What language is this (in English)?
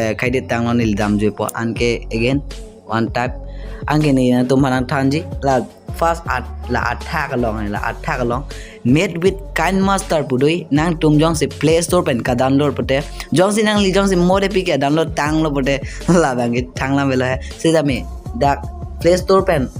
Karbi